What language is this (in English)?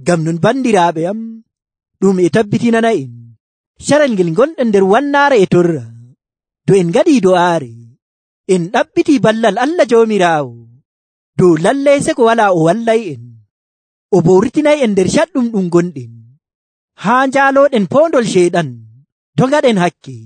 Nigerian Fulfulde